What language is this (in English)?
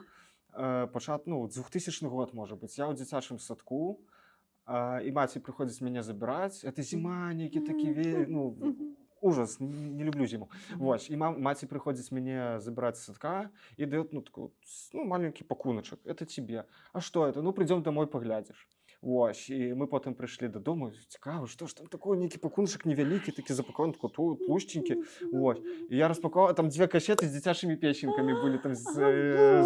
Belarusian